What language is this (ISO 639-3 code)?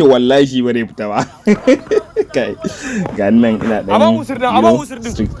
hau